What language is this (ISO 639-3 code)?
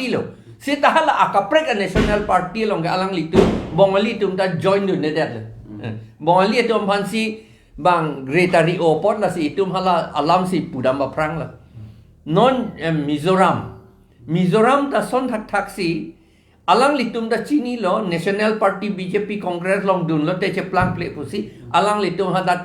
mjw